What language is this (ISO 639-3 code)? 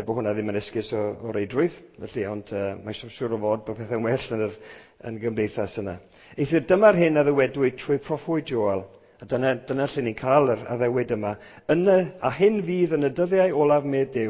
cym